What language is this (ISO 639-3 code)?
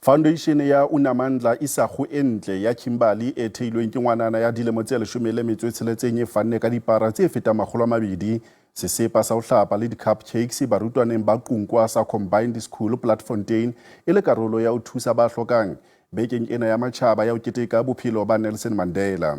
sot